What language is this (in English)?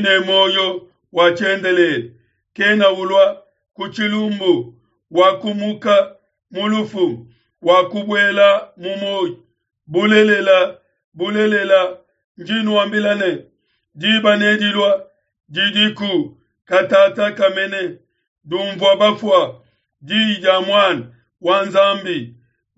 Luba-Lulua